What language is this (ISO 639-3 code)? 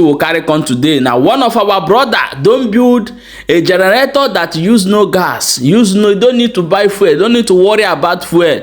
ibo